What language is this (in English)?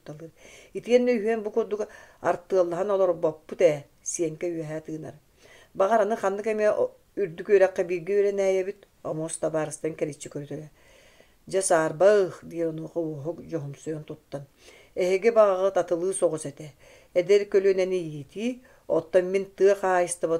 Yakut